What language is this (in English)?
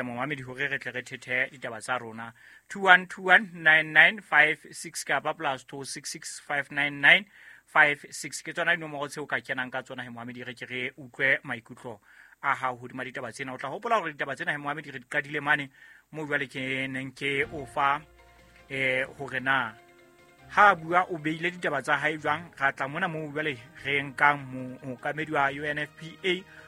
Southern Sotho